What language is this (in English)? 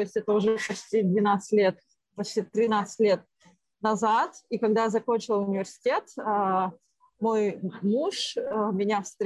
Russian